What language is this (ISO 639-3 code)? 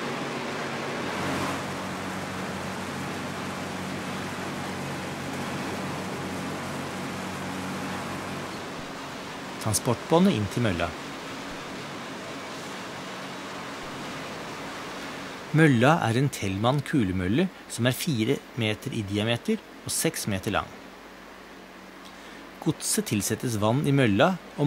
nor